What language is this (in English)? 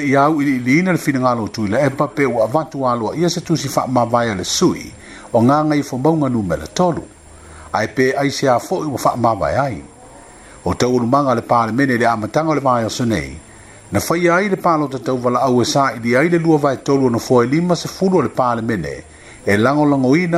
Samoan